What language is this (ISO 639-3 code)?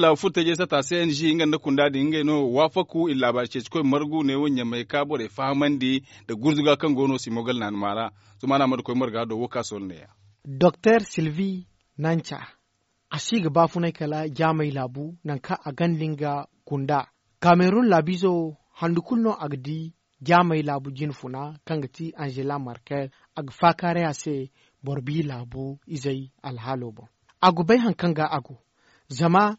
dje